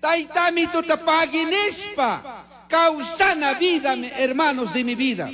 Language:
Chimborazo Highland Quichua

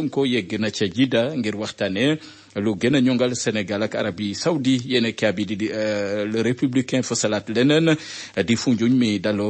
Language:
Wolof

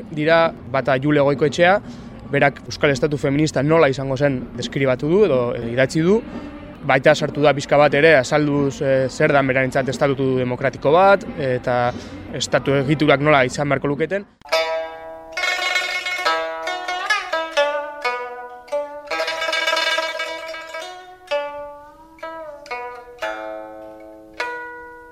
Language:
Basque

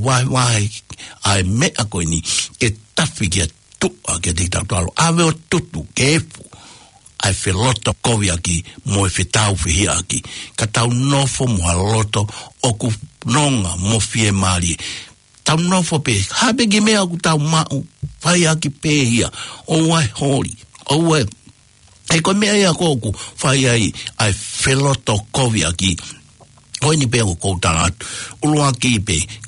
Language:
Tongan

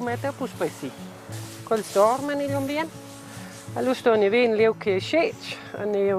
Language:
Romansh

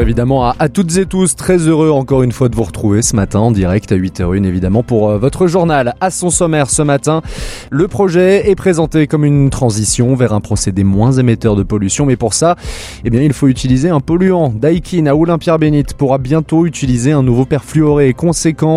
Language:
French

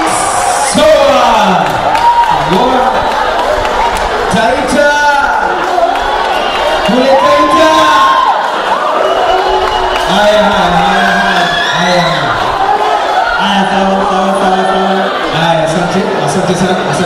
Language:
Swahili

